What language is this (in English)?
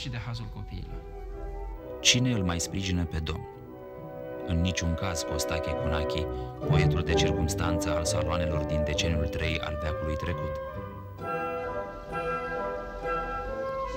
Romanian